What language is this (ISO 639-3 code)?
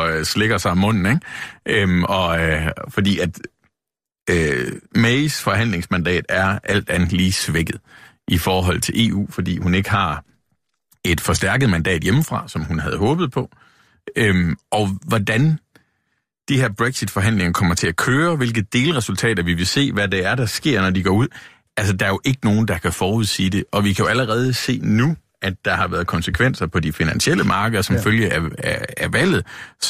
dan